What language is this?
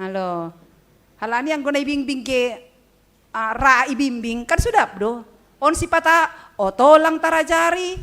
Batak Simalungun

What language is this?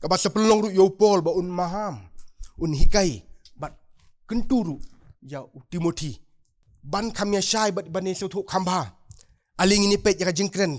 Khasi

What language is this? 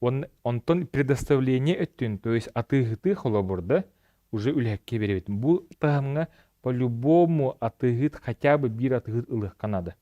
Yakut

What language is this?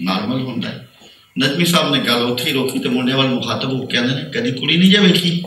Western Panjabi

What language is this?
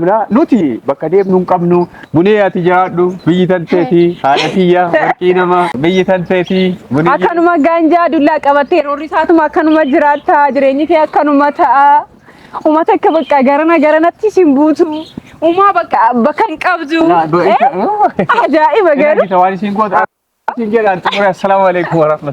Oromo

